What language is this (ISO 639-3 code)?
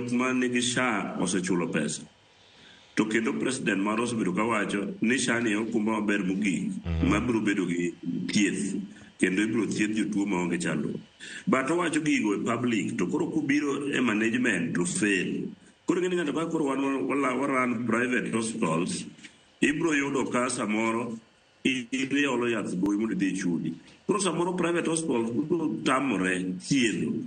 luo